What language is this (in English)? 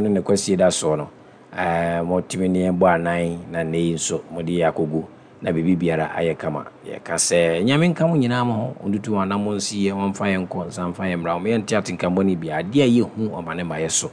Akan